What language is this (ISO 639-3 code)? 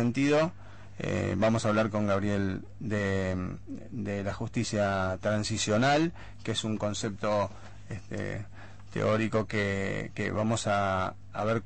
spa